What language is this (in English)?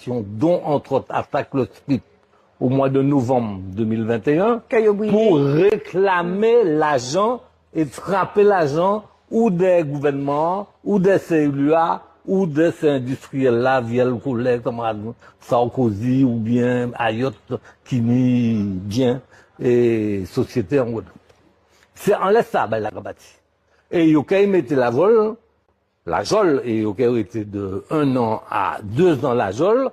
Guadeloupean Creole French